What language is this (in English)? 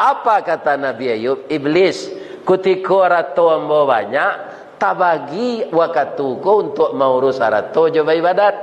Minangkabau